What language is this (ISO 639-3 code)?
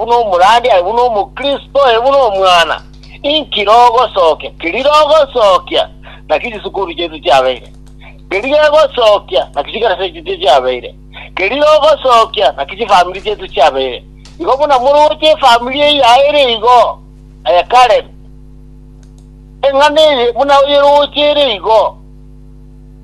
guz